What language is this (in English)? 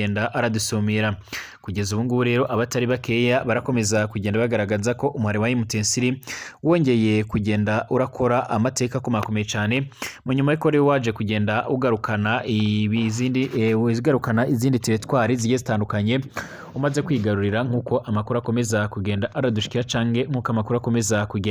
Rundi